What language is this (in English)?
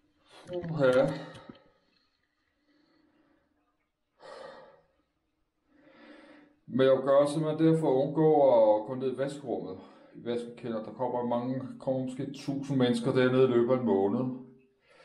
Danish